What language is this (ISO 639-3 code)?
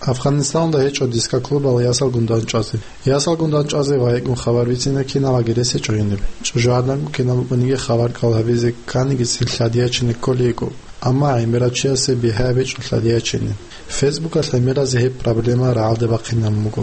ava